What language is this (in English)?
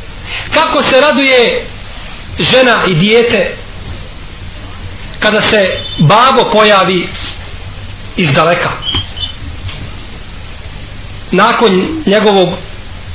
Bosnian